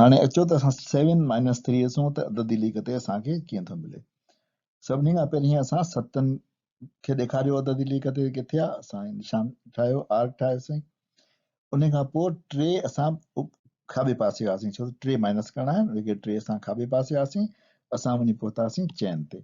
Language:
Sindhi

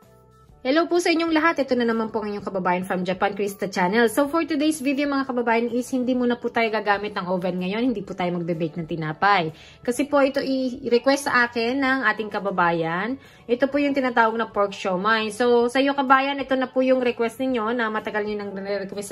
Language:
Filipino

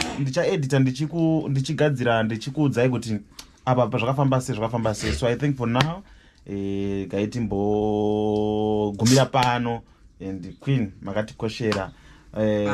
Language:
Shona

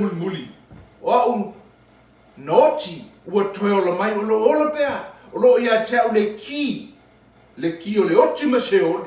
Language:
Samoan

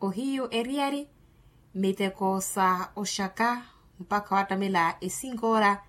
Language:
Makhuwa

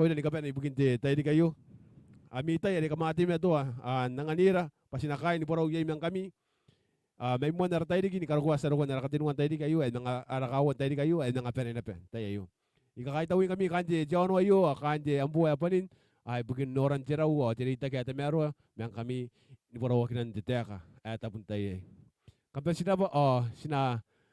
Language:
Gilbertese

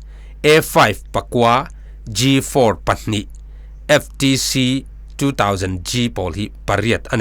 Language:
Falam Chin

